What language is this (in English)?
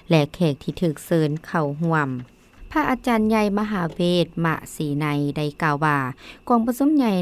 Lao